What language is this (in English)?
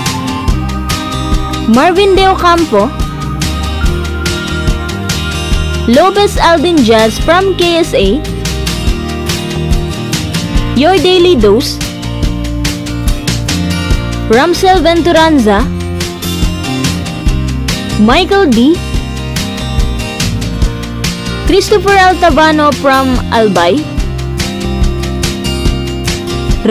Filipino